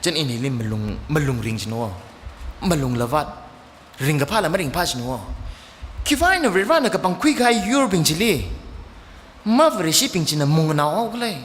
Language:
Tangkhul Naga (India)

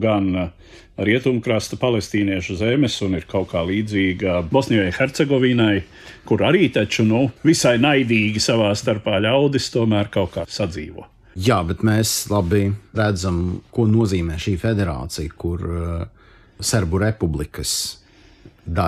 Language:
Latvian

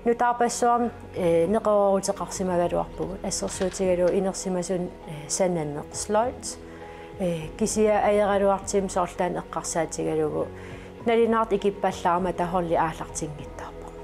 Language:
Kalaallisut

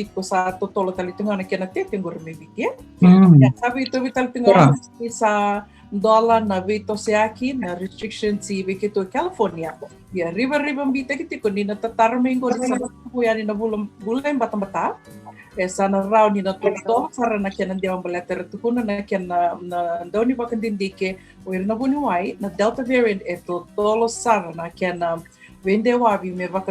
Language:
Fijian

